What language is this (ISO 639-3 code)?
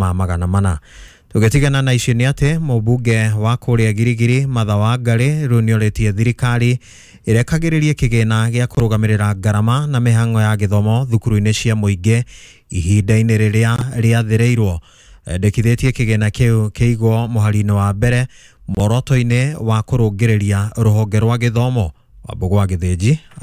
kik